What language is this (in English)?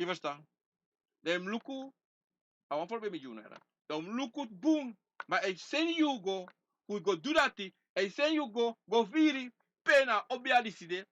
Sranan Tongo